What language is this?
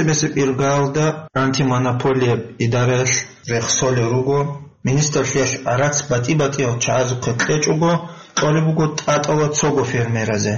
Avaric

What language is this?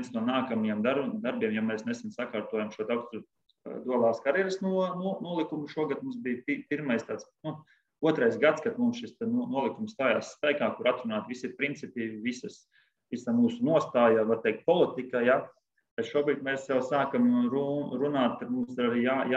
Latvian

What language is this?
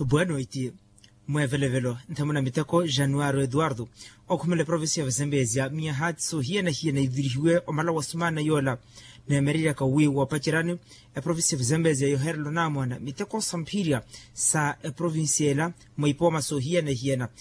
Makhuwa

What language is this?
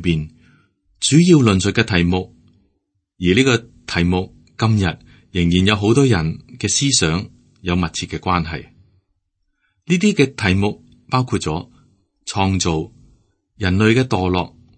Cantonese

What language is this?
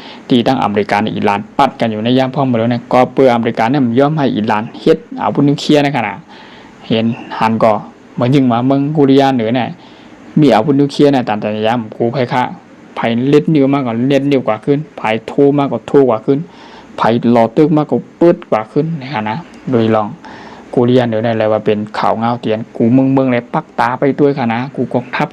Shan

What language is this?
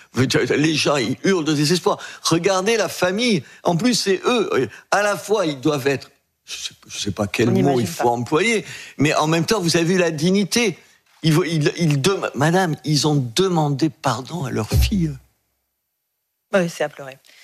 French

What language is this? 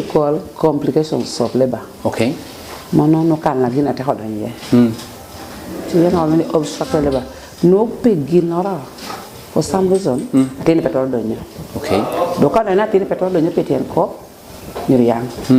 Lango (Uganda)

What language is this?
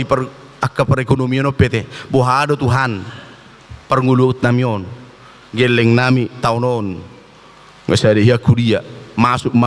Batak Toba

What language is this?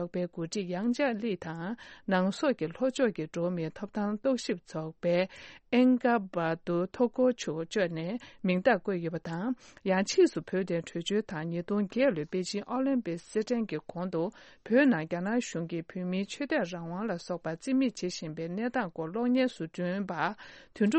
Tibetan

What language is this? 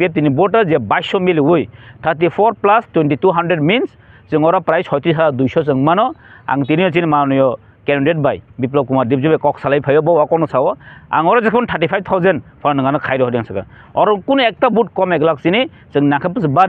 Kok Borok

